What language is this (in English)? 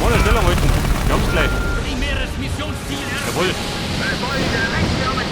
Bavarian